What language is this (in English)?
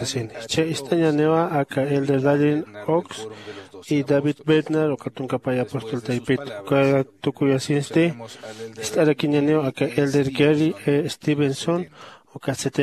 Aymara